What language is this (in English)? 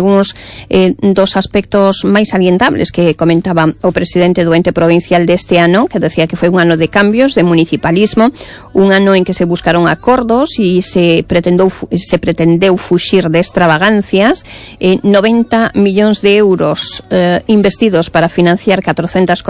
Galician